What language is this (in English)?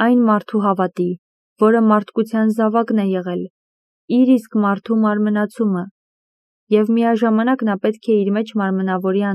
Armenian